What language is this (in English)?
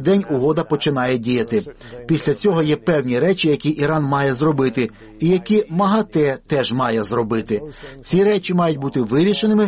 Ukrainian